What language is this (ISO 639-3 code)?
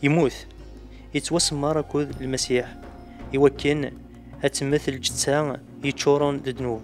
kab